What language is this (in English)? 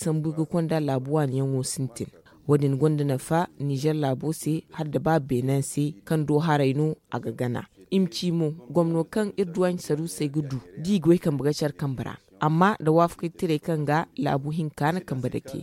Zarma